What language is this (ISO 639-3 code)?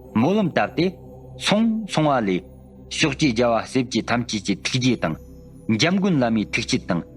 bod